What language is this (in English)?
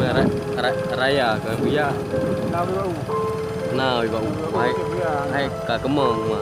Achinese